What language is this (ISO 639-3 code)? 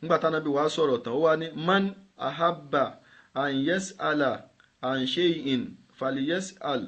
yor